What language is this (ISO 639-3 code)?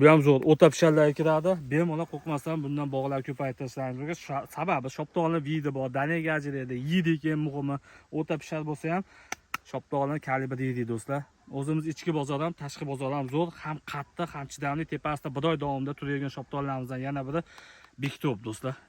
uzb